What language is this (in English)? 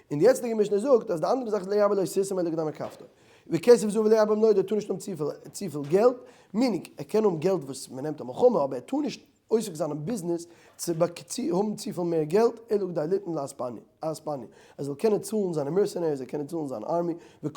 Yiddish